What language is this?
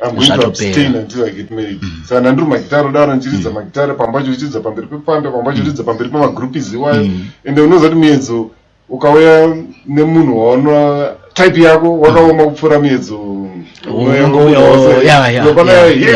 Shona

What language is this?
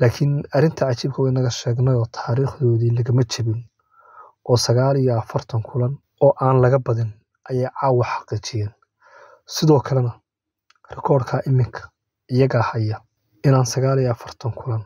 Somali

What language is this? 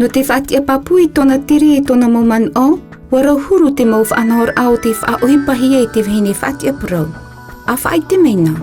Tahitian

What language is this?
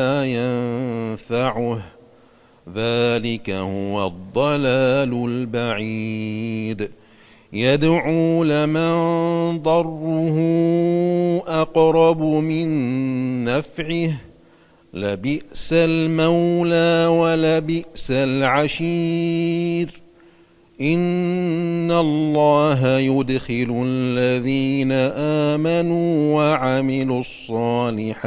Arabic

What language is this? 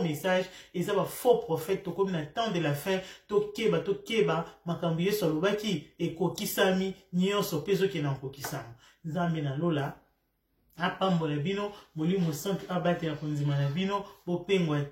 Lingala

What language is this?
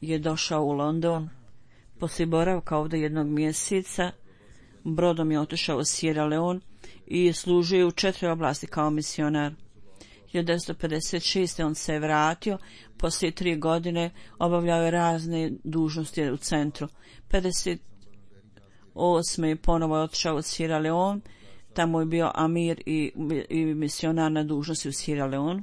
Bosnian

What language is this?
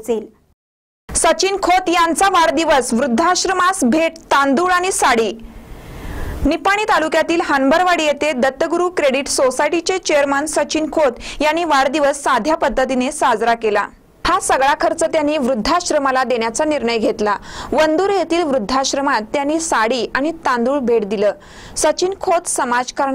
Marathi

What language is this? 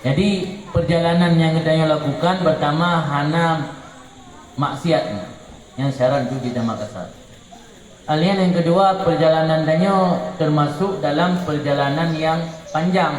Achinese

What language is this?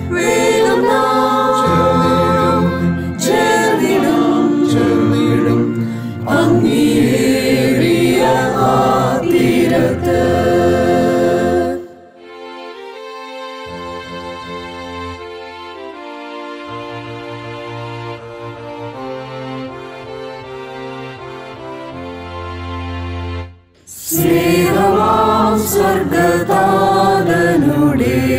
Malayalam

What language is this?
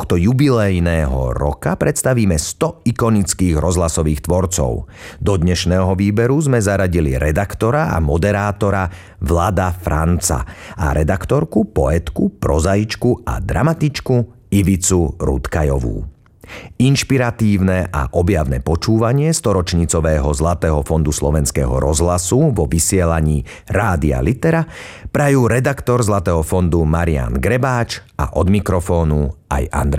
Slovak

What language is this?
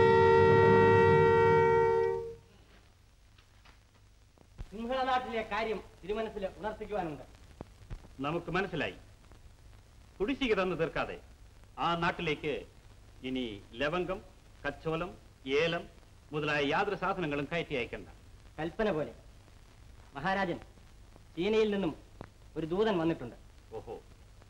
Malayalam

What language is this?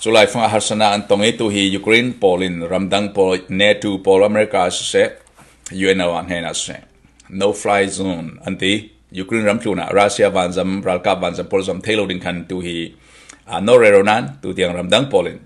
Falam Chin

